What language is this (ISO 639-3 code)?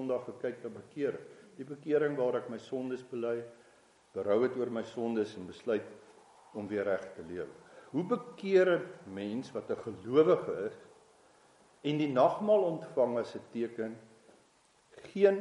afr